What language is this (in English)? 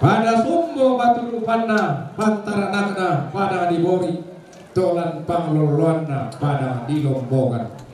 Toraja-Sa'dan